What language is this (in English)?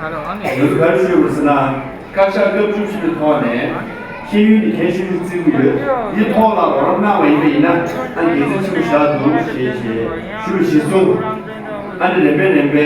Tibetan